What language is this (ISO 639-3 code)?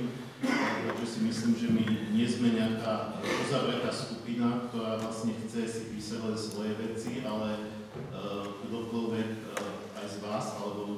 slk